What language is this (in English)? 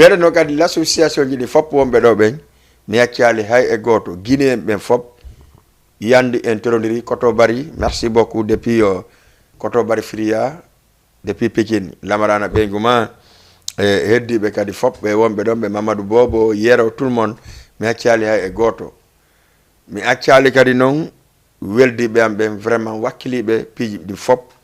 Fula